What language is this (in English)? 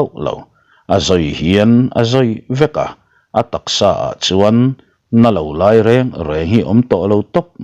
Mizo